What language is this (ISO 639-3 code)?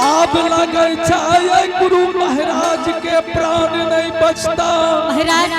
anp